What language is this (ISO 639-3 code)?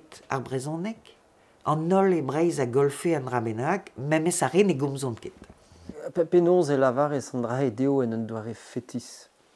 bre